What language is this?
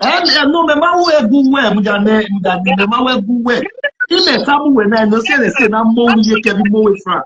Nigerian Pidgin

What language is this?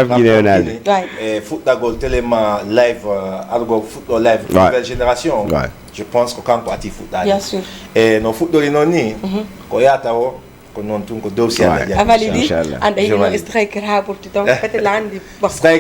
Fula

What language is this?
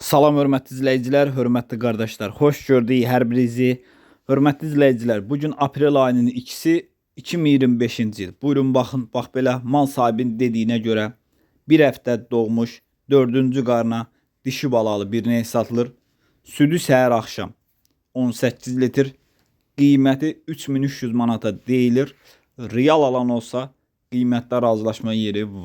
Azerbaijani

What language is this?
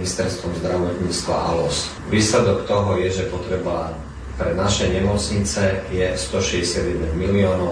Slovak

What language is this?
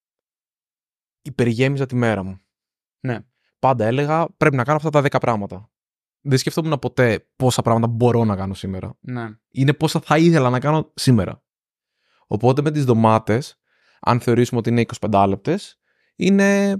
Greek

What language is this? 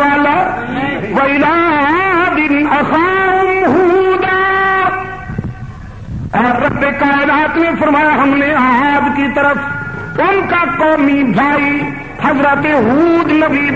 Urdu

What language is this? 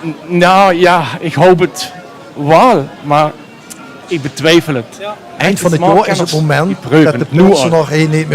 Limburgish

